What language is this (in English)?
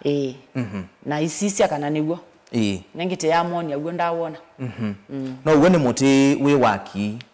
Kamba